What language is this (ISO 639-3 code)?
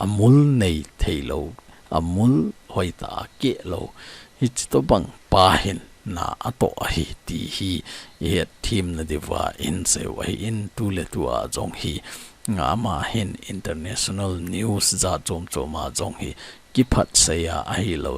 tcz